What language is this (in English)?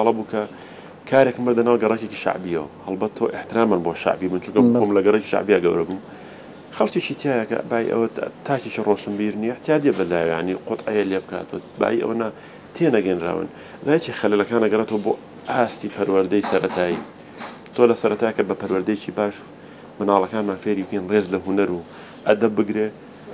Central Kurdish